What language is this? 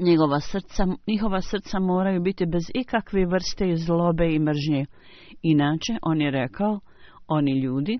Bosnian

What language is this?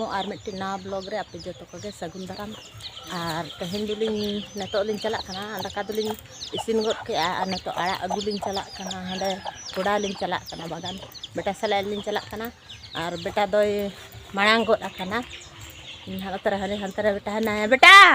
Santali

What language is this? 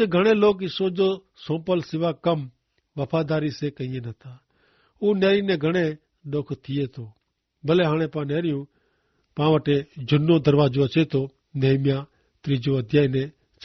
Kachhi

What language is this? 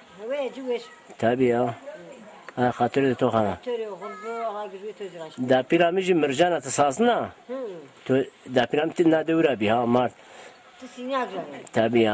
Zaza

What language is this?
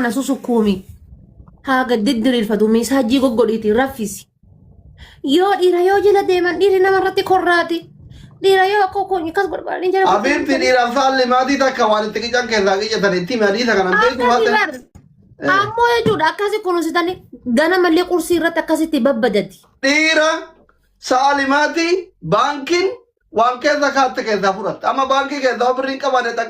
Oromo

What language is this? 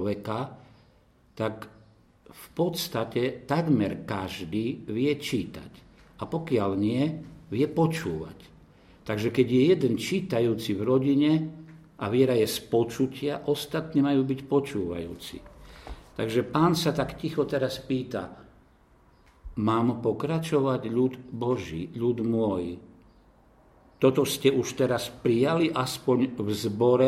Slovak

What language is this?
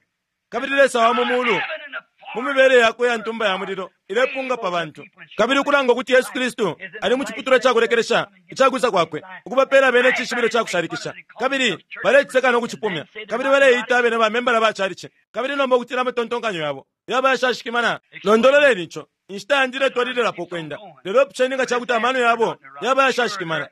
Bemba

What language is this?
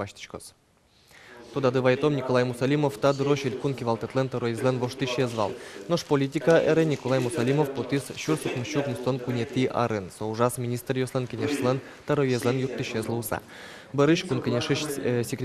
Udmurt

